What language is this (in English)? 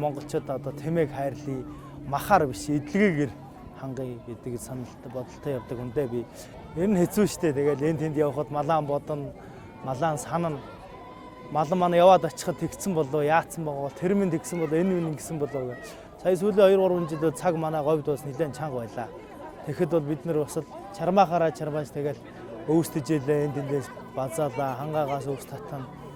Mongolian